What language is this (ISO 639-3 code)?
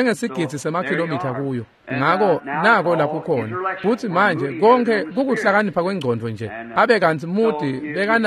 ssw